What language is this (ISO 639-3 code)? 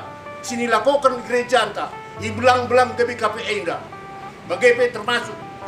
btx